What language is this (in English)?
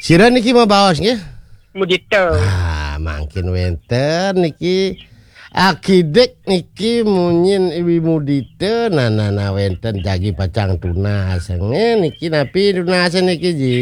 Balinese